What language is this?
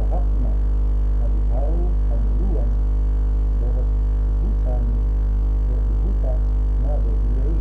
Batak Toba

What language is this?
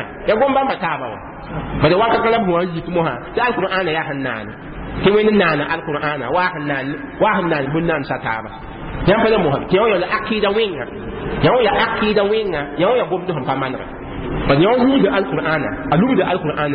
Mossi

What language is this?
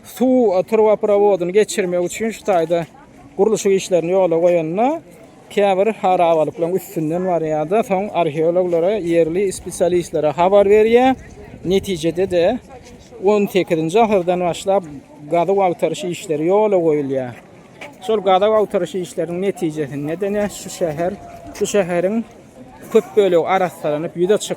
Turkmen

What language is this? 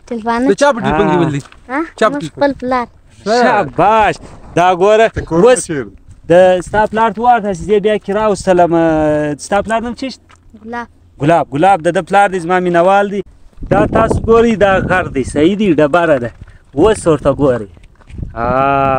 Pashto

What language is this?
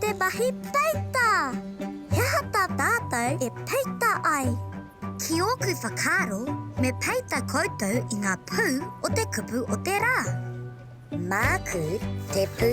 Māori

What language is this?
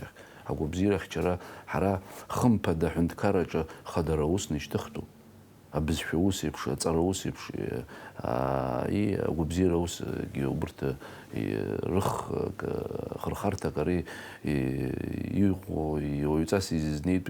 Abkhazian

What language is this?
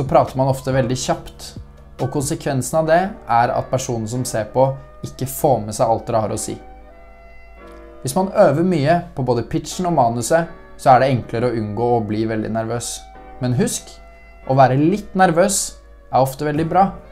Norwegian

